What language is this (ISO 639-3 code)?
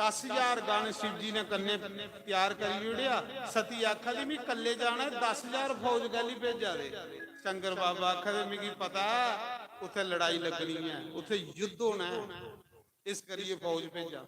doi